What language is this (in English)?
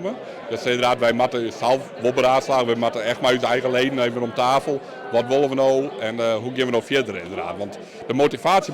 Western Frisian